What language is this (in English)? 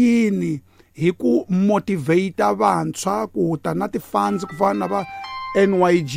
Tsonga